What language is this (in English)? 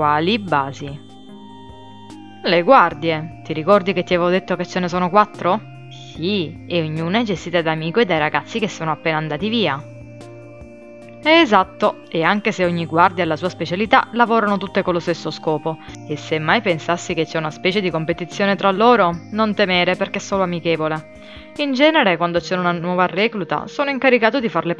Italian